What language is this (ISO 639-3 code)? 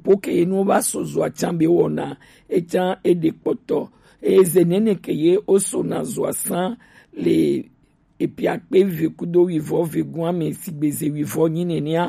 gej